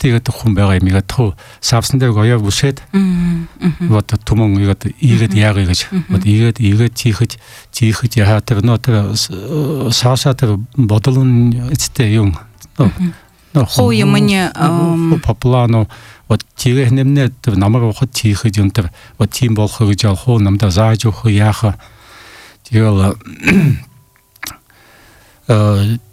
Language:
Buriat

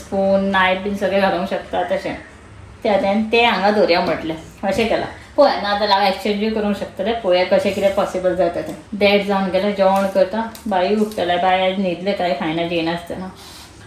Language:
Konkani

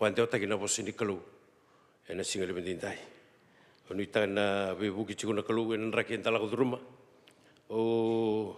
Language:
Fijian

